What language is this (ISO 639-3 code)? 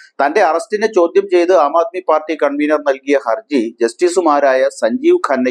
mal